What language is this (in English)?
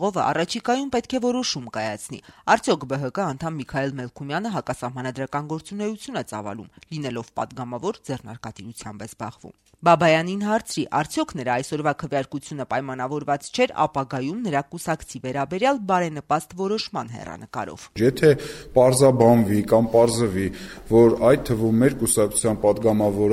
Armenian